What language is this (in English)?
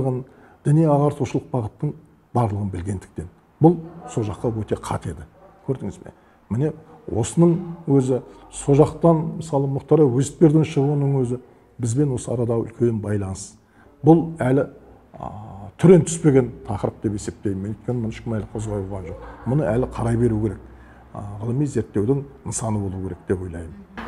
Kazakh